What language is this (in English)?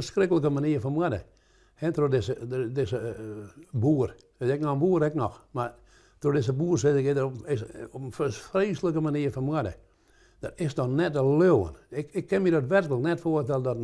Western Frisian